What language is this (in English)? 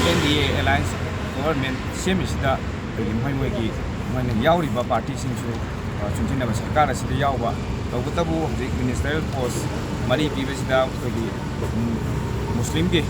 Manipuri